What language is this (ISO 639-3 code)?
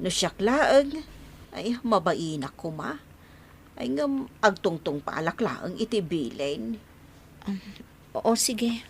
ilo